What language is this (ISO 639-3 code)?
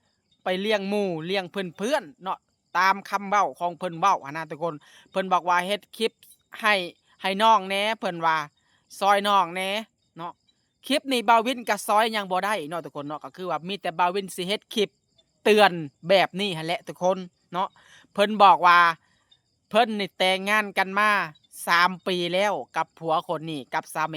lao